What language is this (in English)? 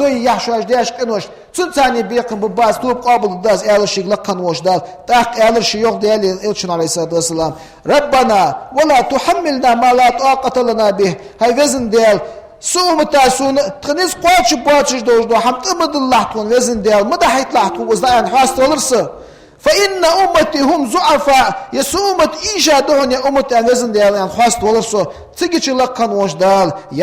Ingush